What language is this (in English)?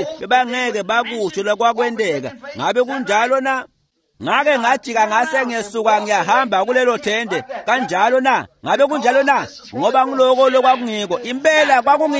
Swati